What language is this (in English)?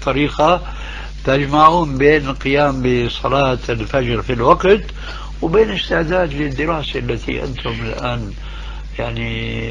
Arabic